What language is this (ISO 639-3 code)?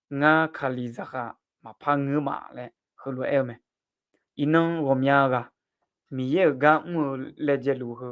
ahk